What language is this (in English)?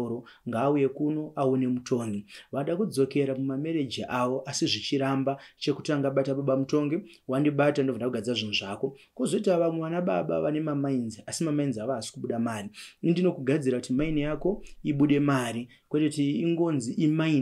Shona